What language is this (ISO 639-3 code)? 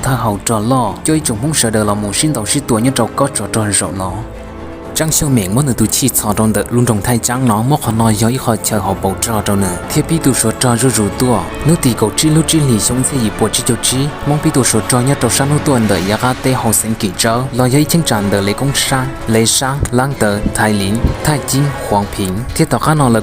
hmn